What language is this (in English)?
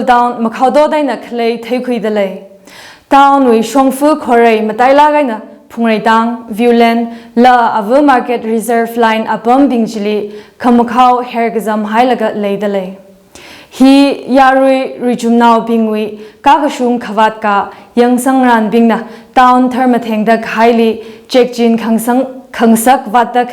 Tangkhul Naga (India)